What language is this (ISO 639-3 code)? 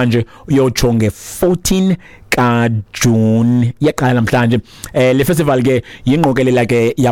xho